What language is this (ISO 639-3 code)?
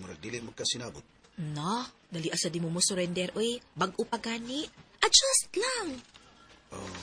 ceb